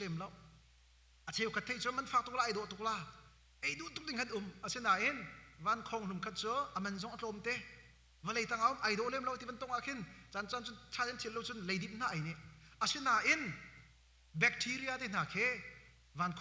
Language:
Hakha Chin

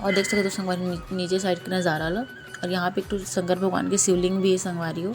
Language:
Chhattisgarhi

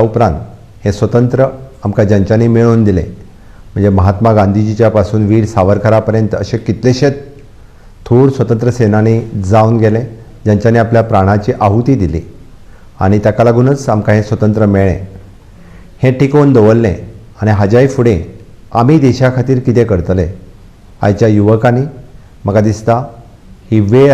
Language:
Konkani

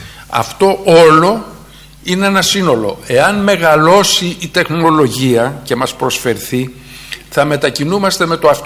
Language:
Greek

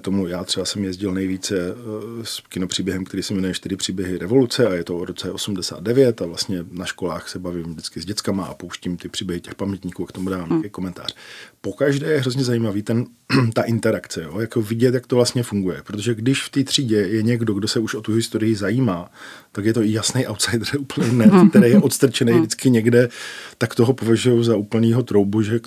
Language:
Czech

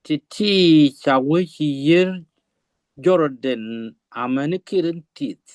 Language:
Nuer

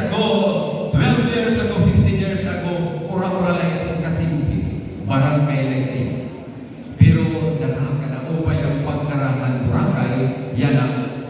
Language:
Waray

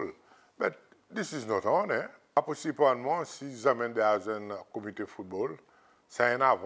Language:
Seselwa Creole French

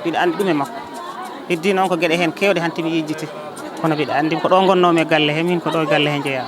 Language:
Fula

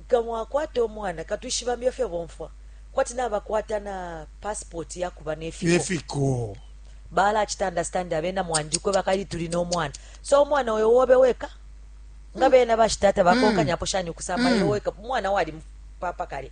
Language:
Bemba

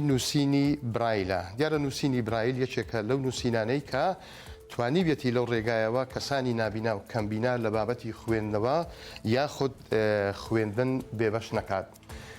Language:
Central Kurdish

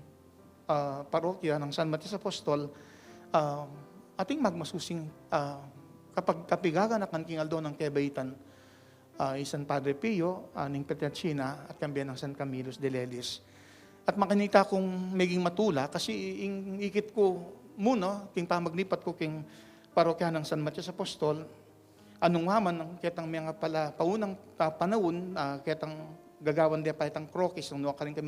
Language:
Pampanga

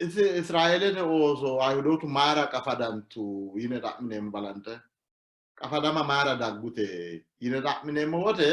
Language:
Sidamo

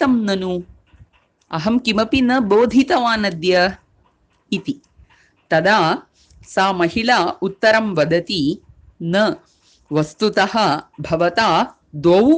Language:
Sanskrit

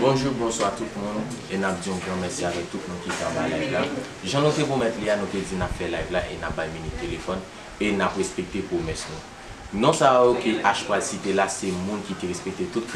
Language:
Haitian Creole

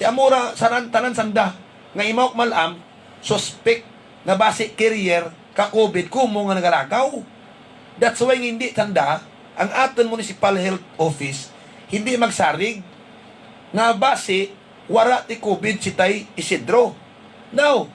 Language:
Hiligaynon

